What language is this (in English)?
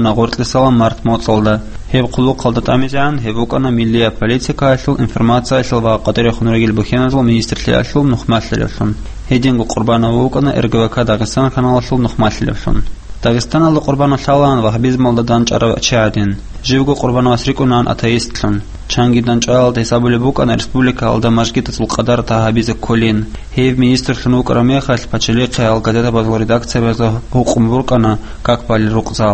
Avaric